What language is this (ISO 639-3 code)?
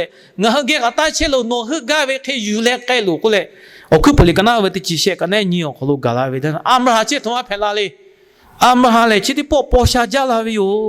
lhu